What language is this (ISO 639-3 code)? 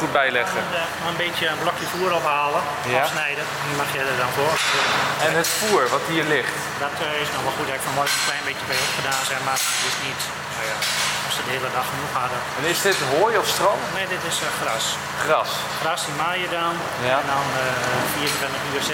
nld